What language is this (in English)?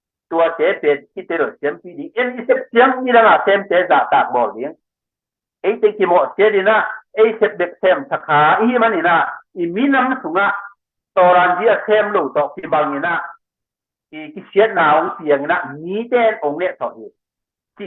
Tedim Chin